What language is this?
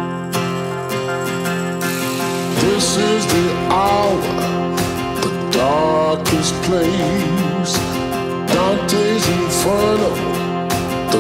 Dutch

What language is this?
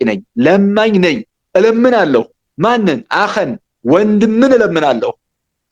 Amharic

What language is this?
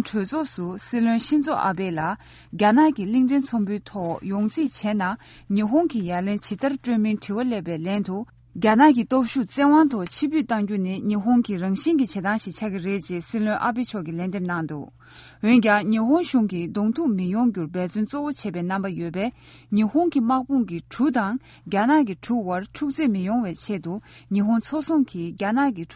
Tibetan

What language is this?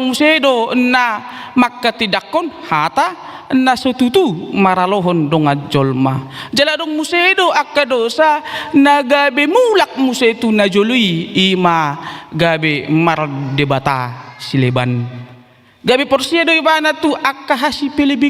Batak Toba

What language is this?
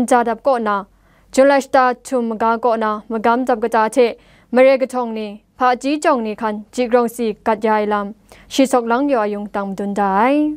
Kachin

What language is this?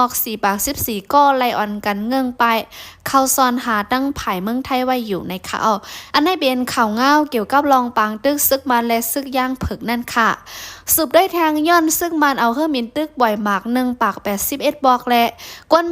Shan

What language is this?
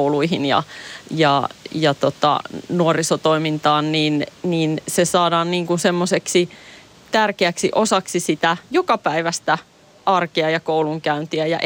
Finnish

